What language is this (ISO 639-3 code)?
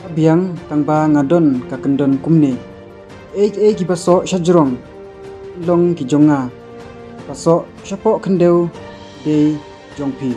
kha